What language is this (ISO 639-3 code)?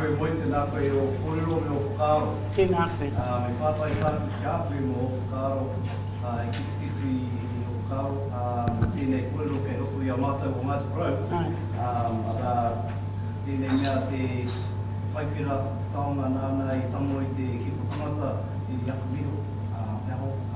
mri